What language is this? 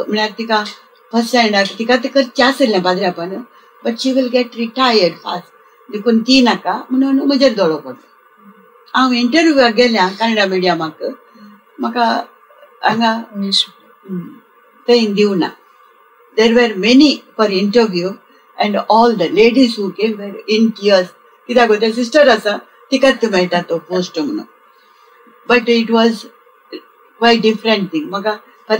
Konkani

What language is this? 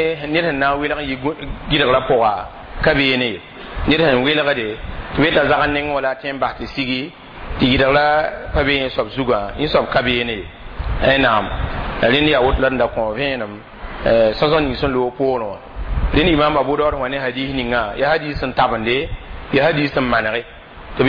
Mossi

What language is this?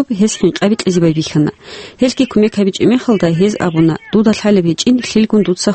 Avaric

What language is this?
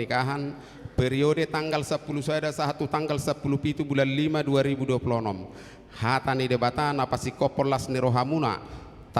Batak Toba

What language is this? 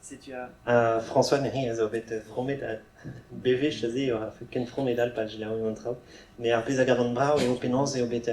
Breton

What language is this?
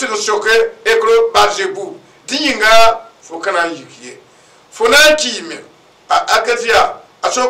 Mossi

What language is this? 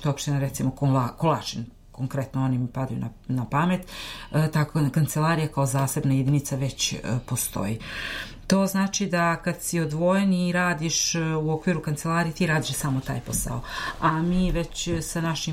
Serbian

